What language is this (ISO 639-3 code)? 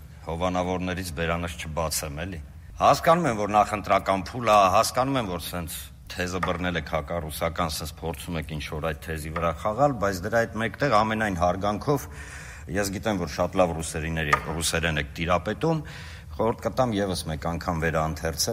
hye